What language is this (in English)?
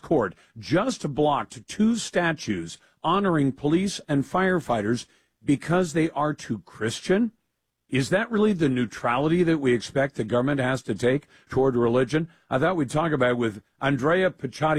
English